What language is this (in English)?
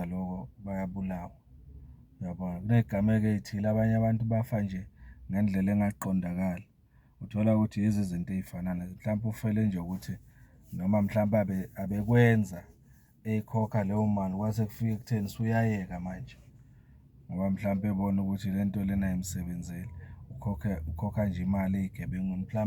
Zulu